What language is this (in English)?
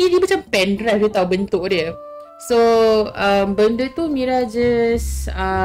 Malay